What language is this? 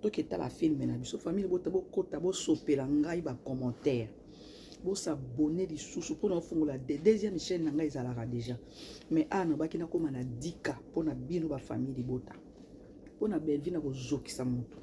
Lingala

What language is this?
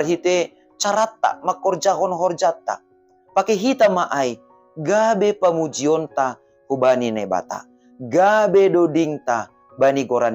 Batak Simalungun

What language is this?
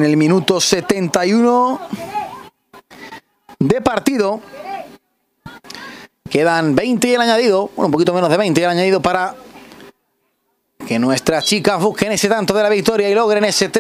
Spanish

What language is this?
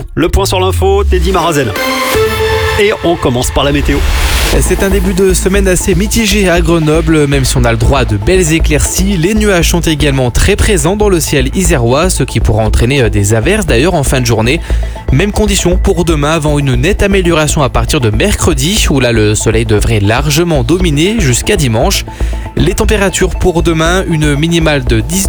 French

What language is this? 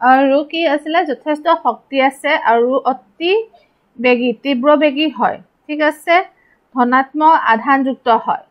Assamese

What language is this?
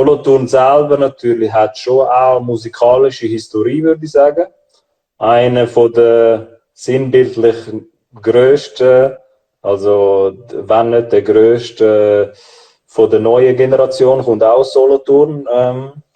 Swiss German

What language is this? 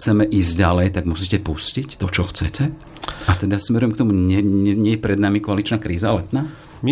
Slovak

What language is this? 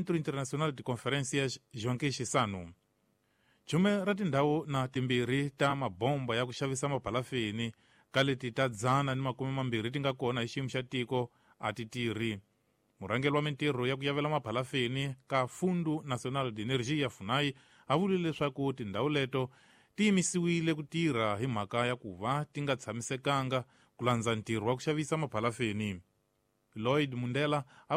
Tsonga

